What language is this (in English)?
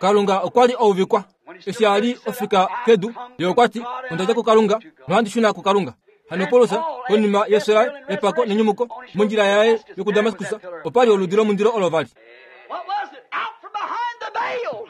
Kuanyama